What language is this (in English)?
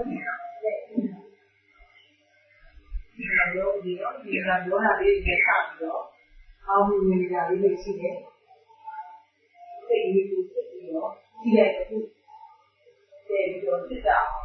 Burmese